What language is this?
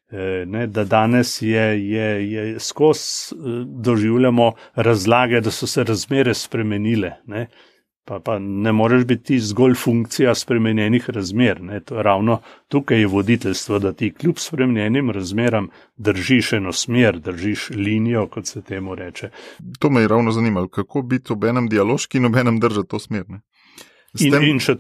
Slovenian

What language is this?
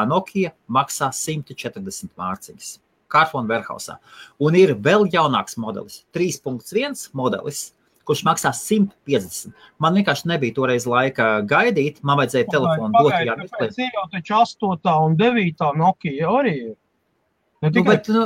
Latvian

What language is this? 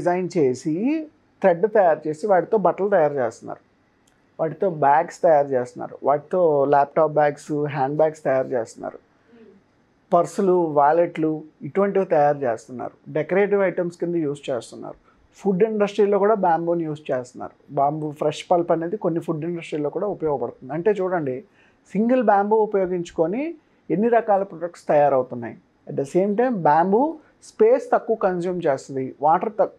Telugu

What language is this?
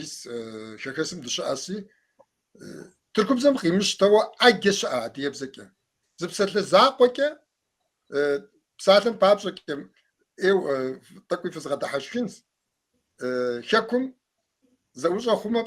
Kabardian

